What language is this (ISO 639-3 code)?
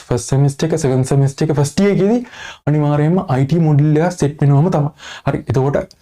sin